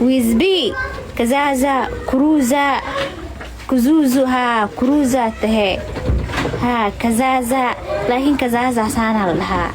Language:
Somali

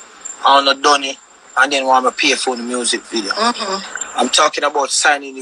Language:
Jamaican Creole English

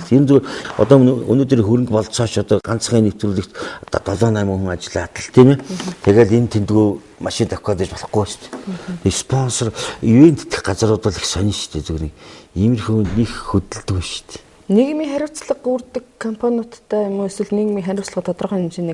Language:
Mongolian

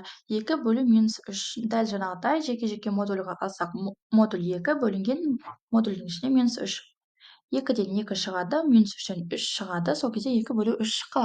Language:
Kazakh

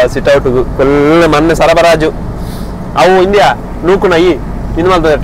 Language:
Tulu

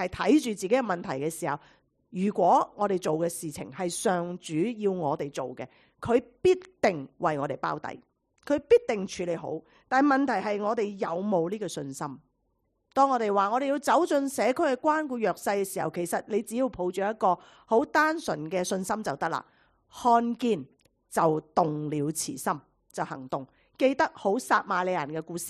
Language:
Cantonese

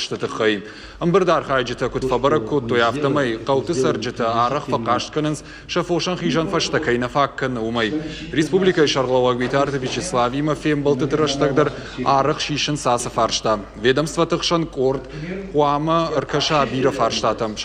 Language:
Ossetic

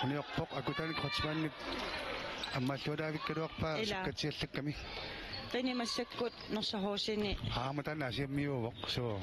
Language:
Kalaallisut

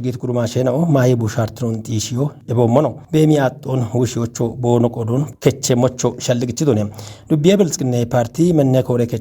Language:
Kafa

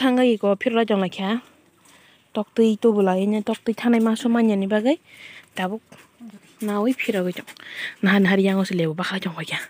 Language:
Kok Borok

